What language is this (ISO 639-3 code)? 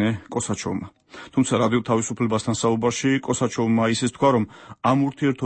kat